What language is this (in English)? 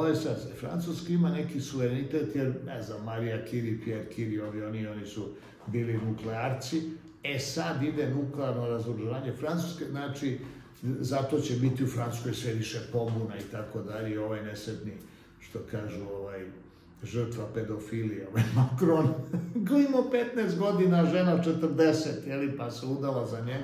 Serbian